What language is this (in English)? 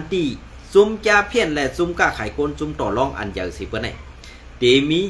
Shan